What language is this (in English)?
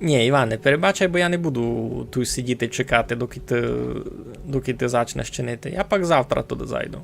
Rusyn